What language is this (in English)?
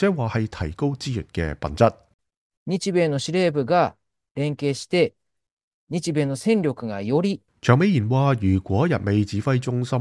Cantonese